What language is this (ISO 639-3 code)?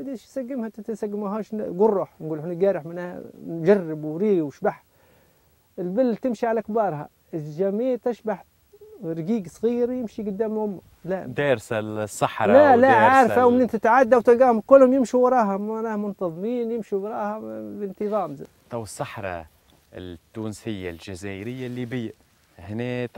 aeb